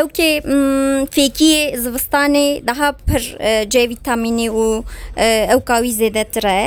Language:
Kurdish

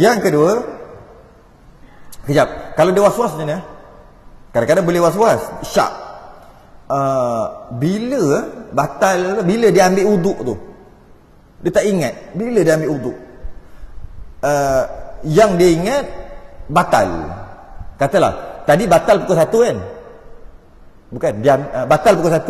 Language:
Malay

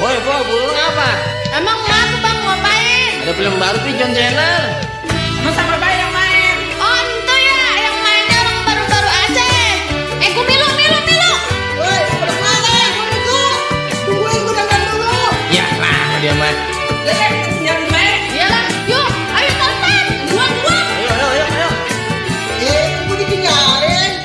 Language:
Betawi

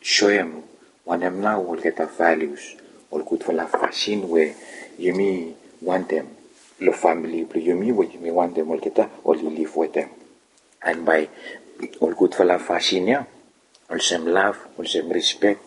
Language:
Bislama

